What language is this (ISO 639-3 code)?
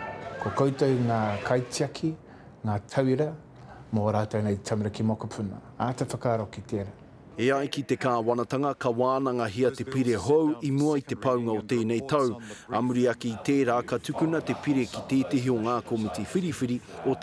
mri